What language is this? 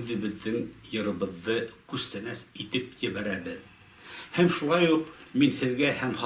Bashkir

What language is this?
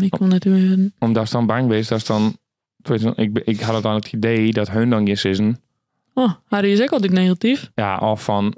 Western Frisian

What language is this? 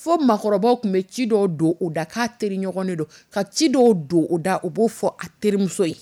Dyula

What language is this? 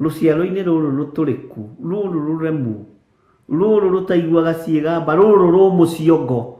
Kikuyu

